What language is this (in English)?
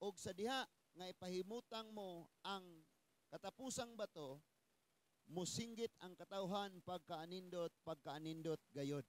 Cebuano